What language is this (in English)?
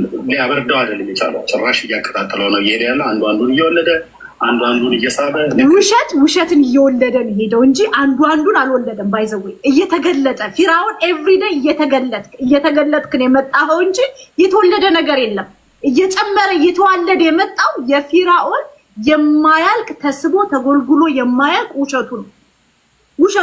Amharic